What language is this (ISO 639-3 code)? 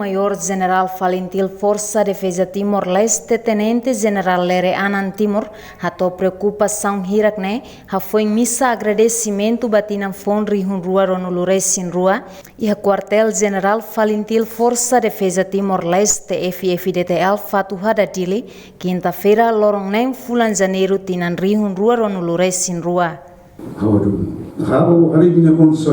tet